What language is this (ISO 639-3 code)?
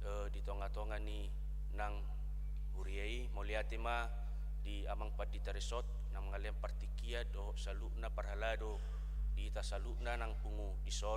bbc